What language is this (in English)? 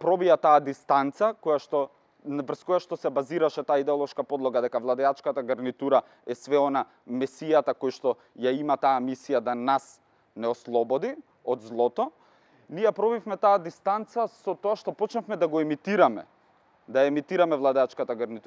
Macedonian